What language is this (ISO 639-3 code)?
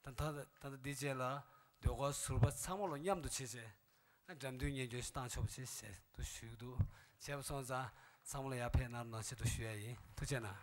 bod